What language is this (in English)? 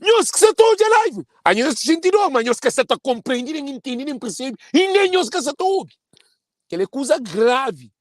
Kabuverdianu